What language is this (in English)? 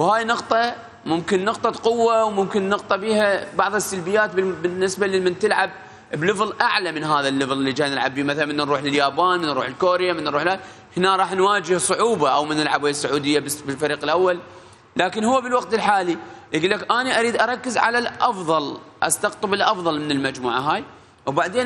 Mesopotamian Arabic